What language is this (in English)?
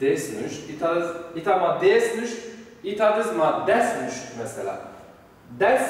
Zaza